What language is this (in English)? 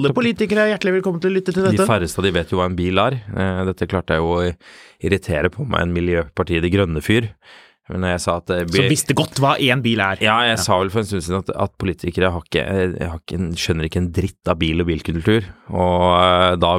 Norwegian